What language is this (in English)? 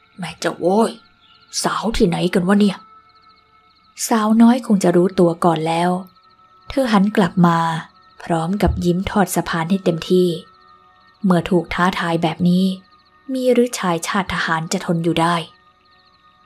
Thai